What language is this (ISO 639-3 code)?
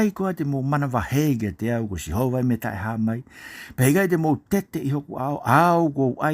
ton